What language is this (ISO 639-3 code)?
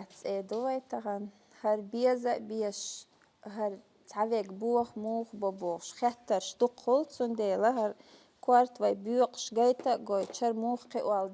che